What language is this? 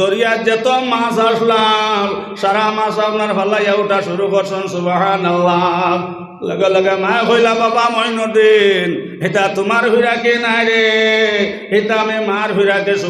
Sylheti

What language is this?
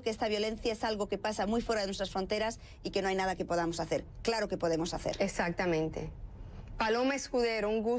Spanish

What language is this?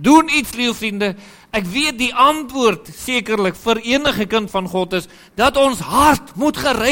Afrikaans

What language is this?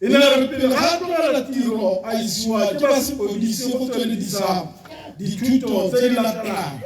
Tswana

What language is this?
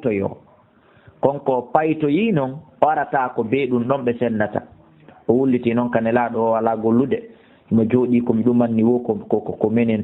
Fula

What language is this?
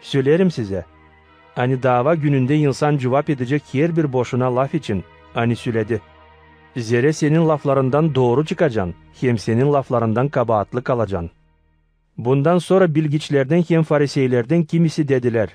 Gagauz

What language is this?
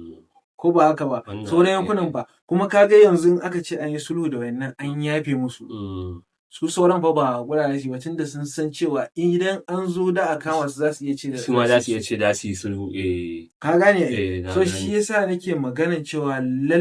Hausa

